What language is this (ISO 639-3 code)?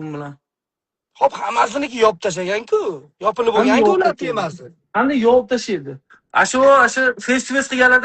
uzb